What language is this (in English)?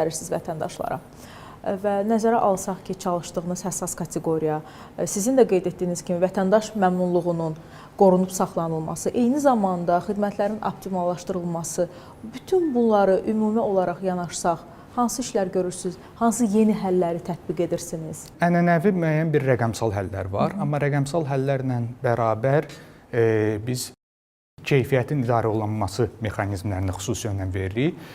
Azerbaijani